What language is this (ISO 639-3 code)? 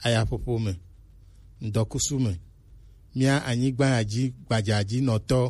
gej